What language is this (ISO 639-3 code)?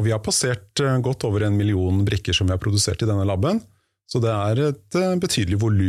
nor